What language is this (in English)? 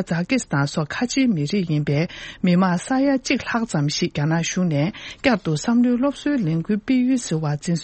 Tibetan